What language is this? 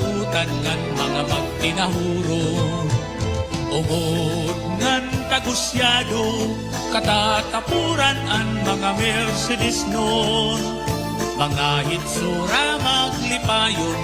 Waray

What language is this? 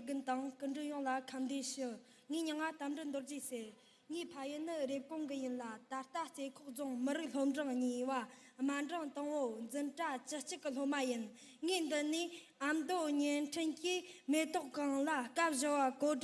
Amdo Tibetan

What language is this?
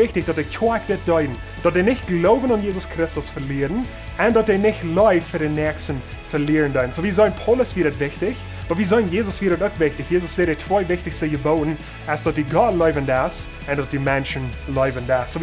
Plautdietsch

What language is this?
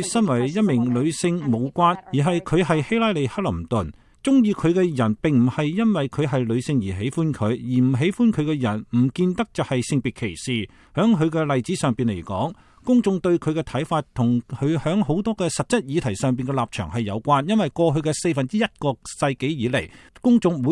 Cantonese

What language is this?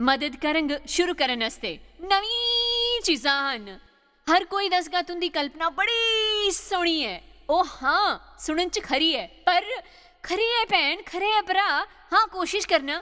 Dogri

